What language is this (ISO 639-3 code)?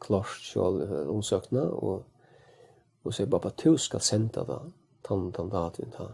fao